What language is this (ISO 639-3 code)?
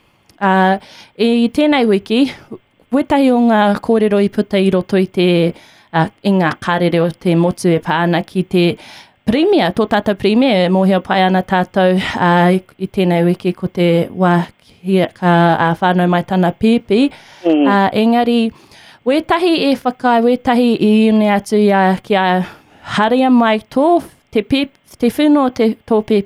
mri